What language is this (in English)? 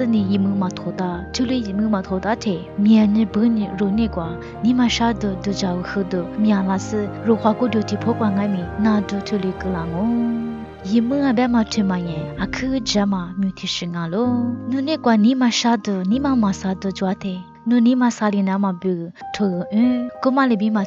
Lisu